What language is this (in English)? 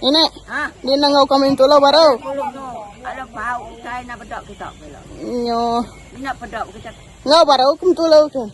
Iban